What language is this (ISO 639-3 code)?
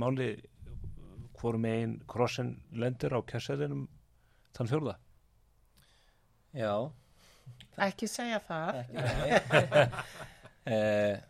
isl